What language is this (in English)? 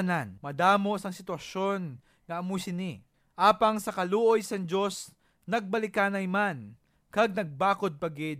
Hiligaynon